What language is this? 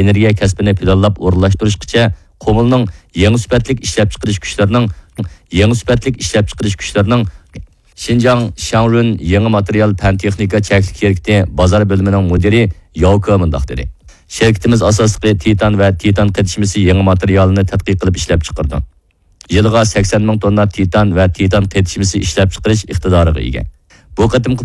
Uyghur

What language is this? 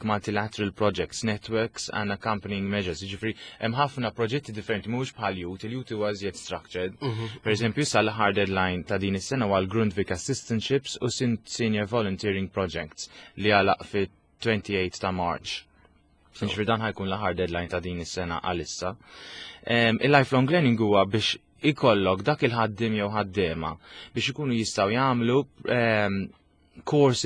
Maltese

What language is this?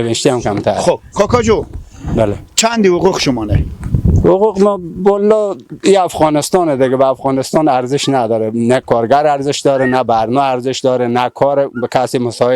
Persian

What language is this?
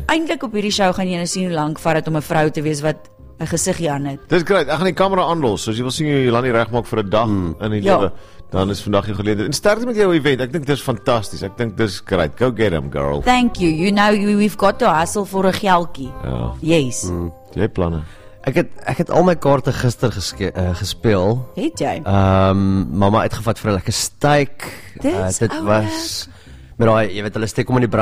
Afrikaans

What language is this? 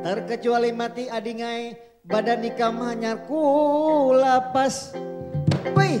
Banjar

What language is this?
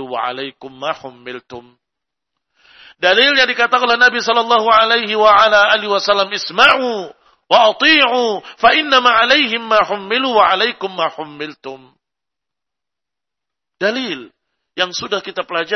Indonesian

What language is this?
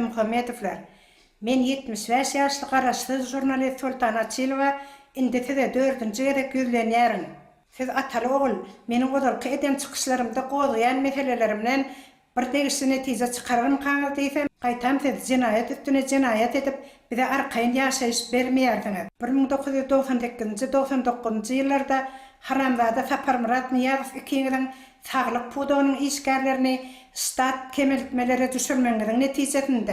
Turkmen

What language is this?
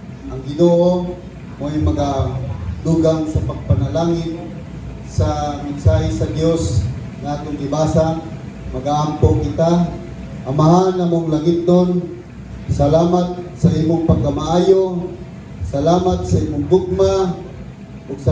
Cebuano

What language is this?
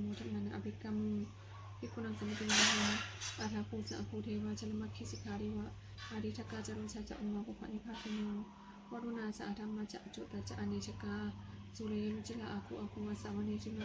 Pali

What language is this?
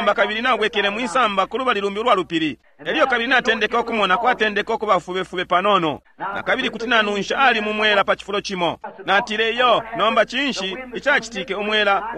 Bemba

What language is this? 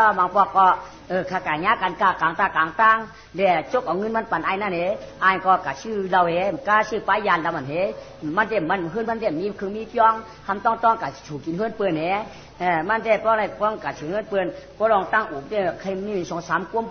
Shan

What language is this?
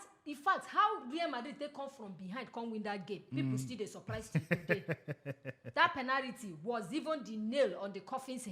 Nigerian Pidgin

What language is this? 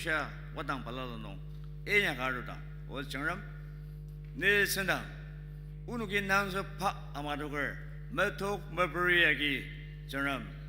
Ao Naga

